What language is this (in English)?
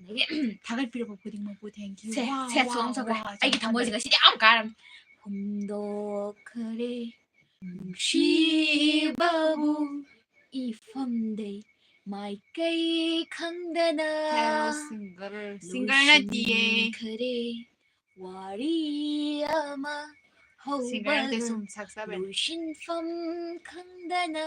Manipuri